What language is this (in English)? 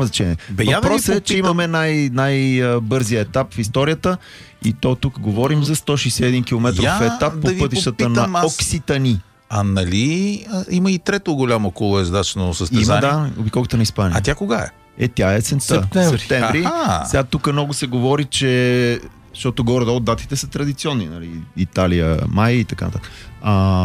Bulgarian